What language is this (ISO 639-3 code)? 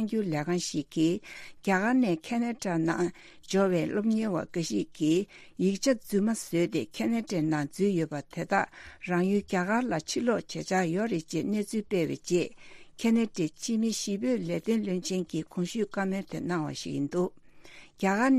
bod